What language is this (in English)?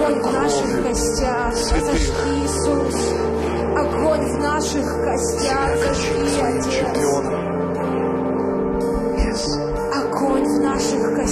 Russian